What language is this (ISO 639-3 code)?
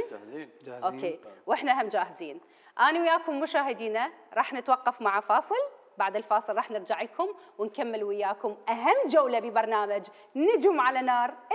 acm